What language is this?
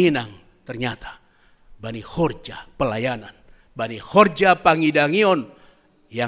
Batak Simalungun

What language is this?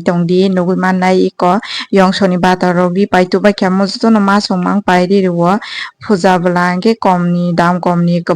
Kok Borok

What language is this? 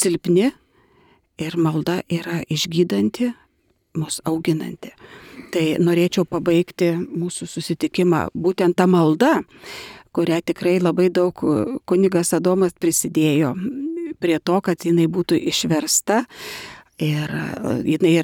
Lithuanian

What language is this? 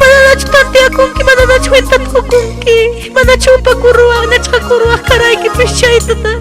Ayacucho Quechua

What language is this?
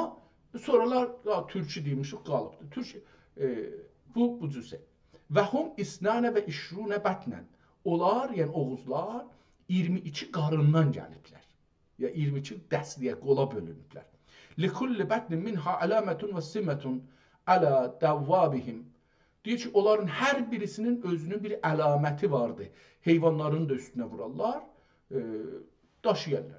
South Azerbaijani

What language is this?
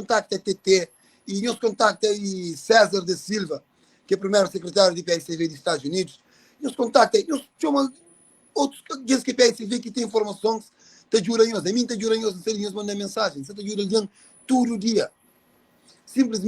Kabuverdianu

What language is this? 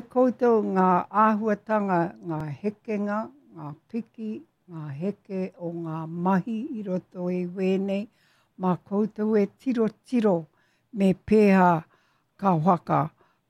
Māori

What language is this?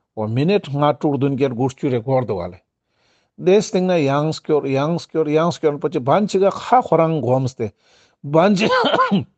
Ladakhi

